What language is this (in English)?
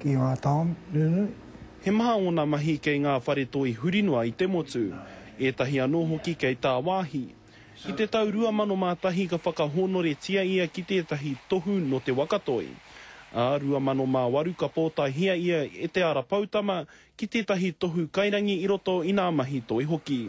Māori